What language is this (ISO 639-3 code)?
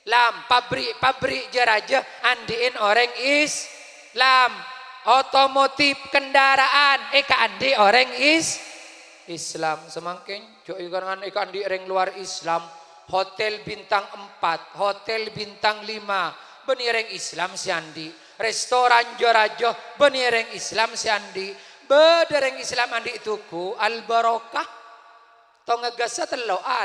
mad